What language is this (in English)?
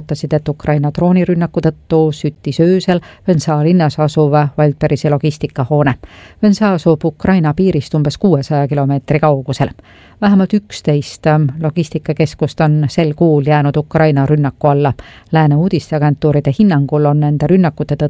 Estonian